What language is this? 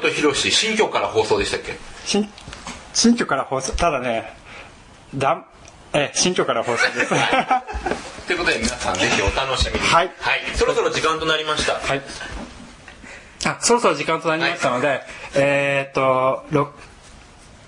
Japanese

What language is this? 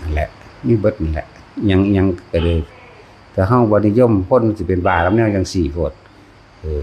Northeastern Thai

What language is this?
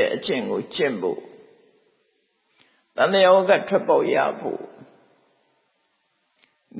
Burmese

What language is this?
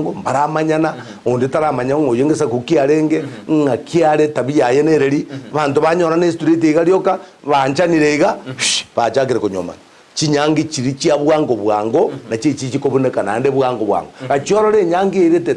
Gusii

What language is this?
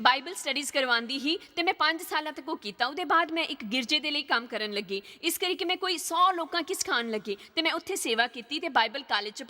Dogri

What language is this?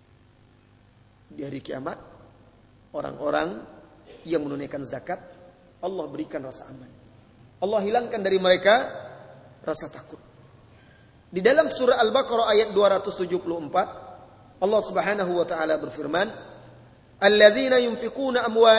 Indonesian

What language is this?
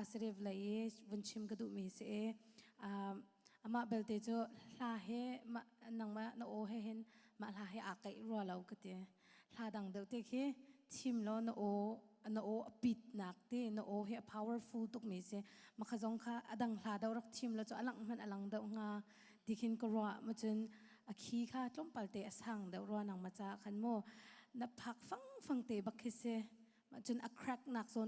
Hakha Chin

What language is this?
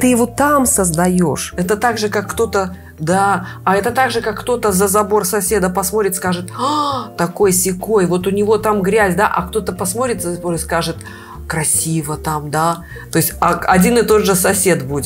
Russian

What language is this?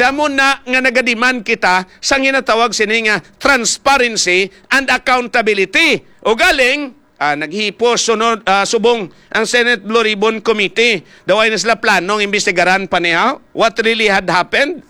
Hiligaynon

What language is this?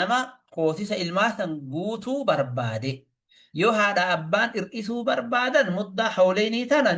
Oromo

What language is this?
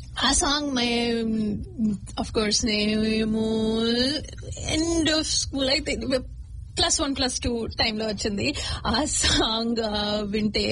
Telugu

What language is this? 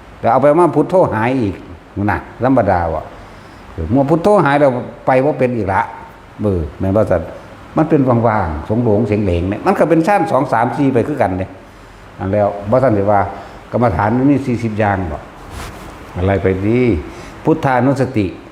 Northeastern Thai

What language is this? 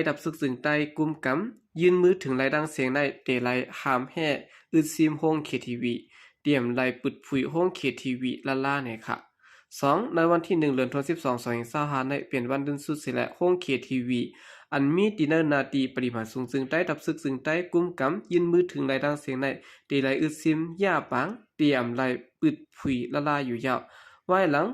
Shan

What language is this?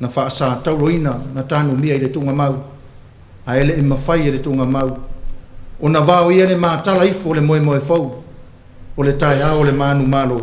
Samoan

